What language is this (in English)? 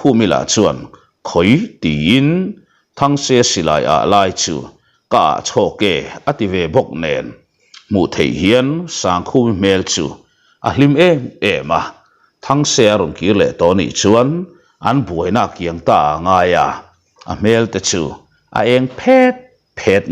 Mizo